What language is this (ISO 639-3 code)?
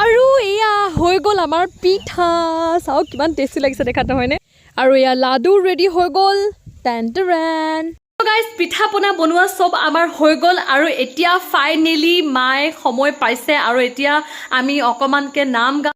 asm